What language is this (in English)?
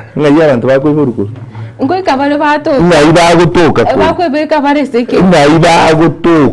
Gusii